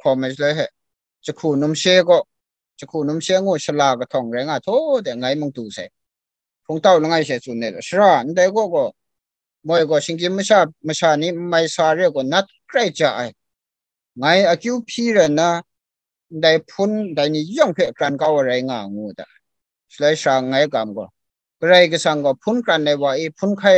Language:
Kachin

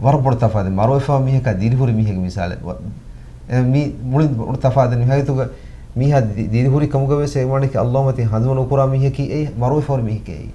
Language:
Divehi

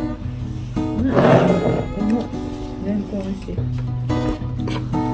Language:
Japanese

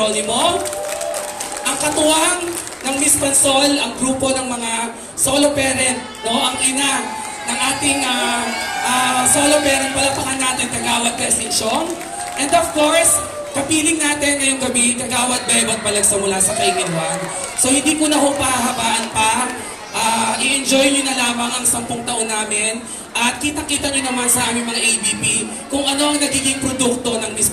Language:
Filipino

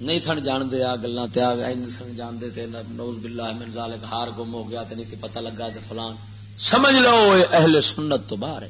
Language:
Western Panjabi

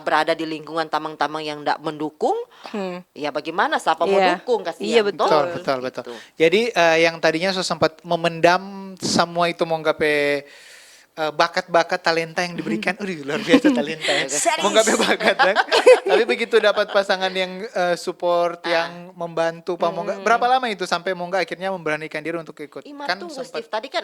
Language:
Manado Malay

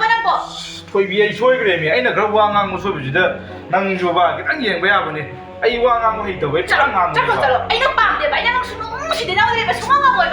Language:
Manipuri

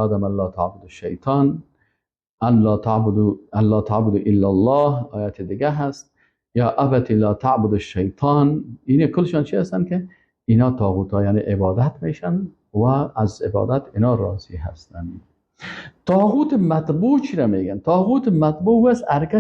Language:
Persian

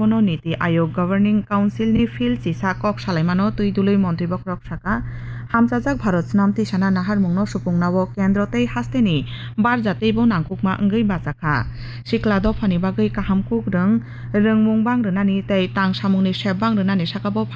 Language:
Kok Borok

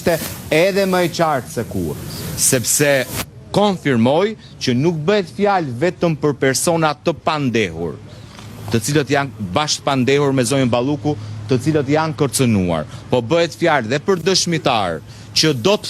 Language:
Albanian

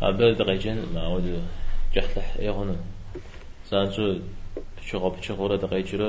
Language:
Kabardian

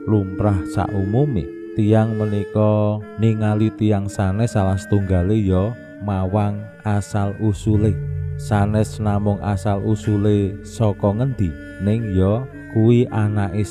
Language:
Javanese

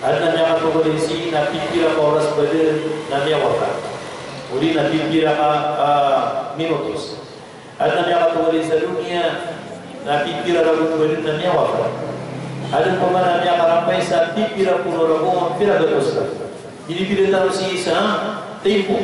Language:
Maranao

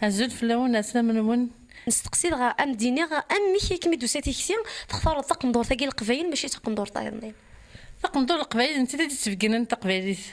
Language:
Kabyle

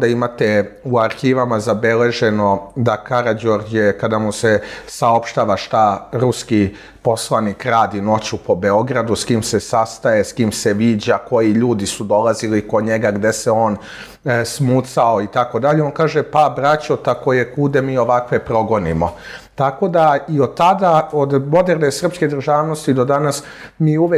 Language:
Serbian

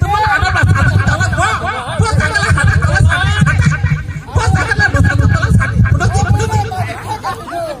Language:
Kok Borok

